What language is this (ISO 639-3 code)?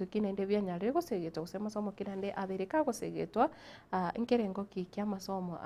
guz